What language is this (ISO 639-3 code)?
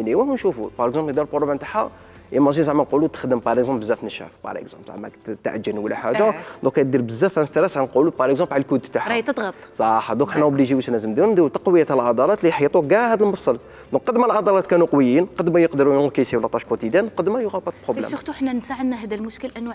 arq